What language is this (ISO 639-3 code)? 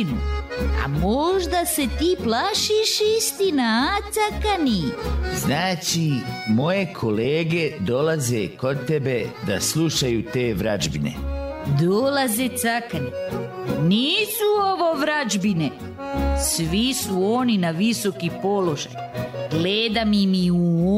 srp